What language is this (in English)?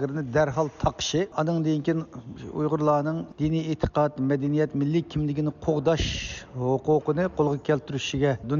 Uyghur